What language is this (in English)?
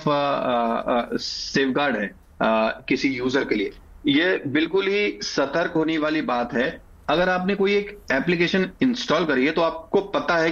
Hindi